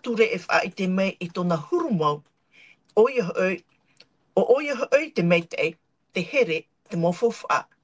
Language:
Tahitian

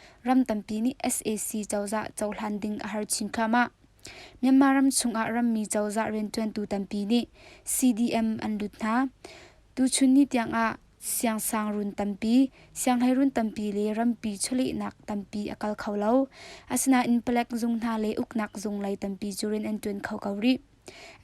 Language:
Hakha Chin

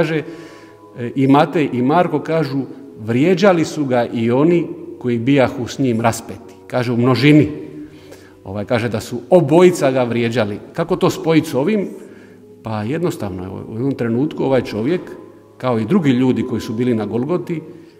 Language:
Croatian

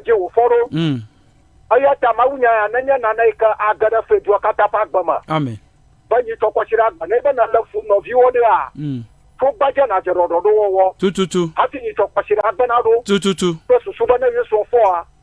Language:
Ewe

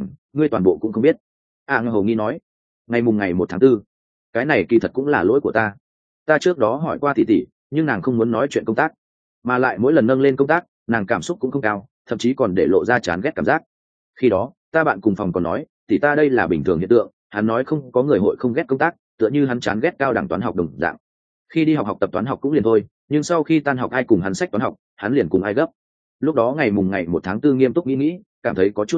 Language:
Vietnamese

